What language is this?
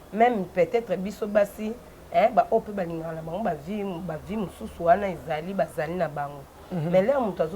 Lingala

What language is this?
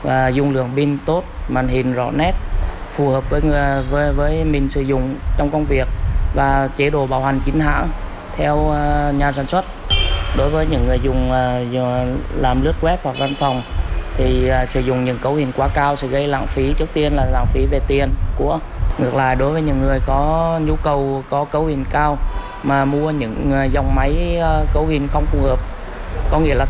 Vietnamese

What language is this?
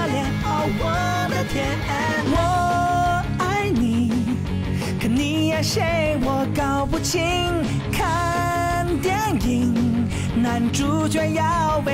Chinese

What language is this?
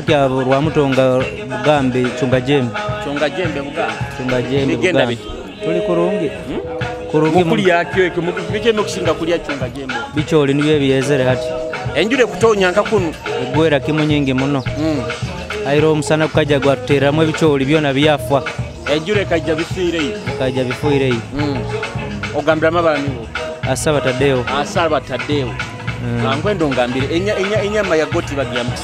Nyoro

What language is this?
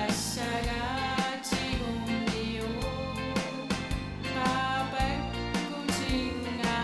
Kalaallisut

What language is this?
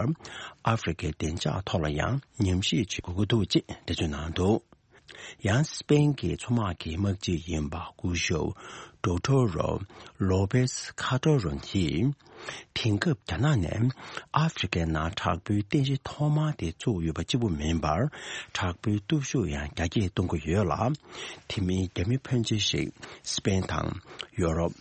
Tibetan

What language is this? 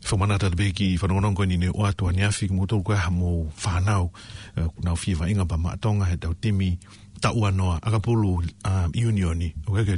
Tongan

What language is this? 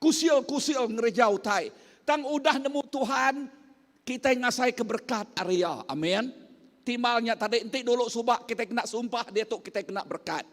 Iban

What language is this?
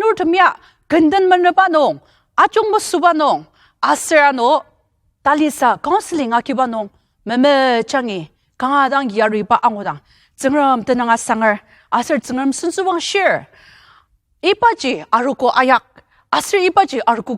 Ao Naga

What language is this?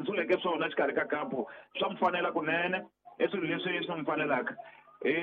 Tsonga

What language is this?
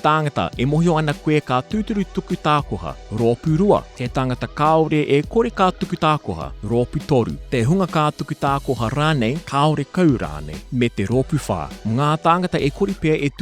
Māori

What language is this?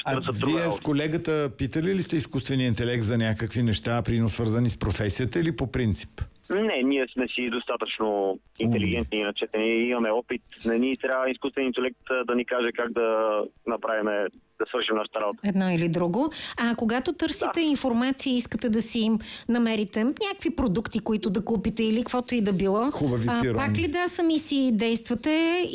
Bulgarian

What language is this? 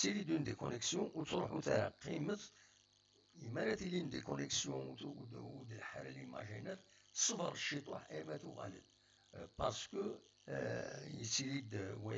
Kabyle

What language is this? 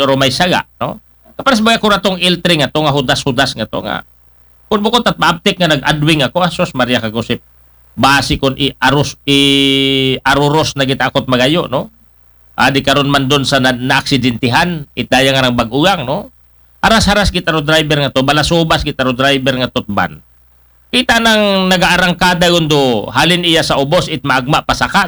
Aklanon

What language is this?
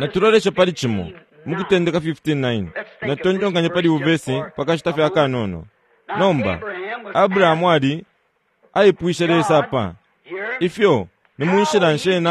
Bemba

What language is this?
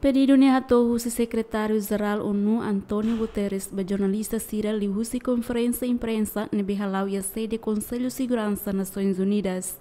Tetum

